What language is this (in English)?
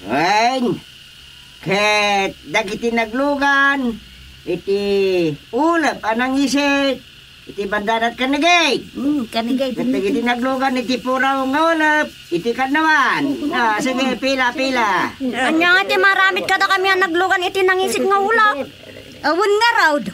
Iloko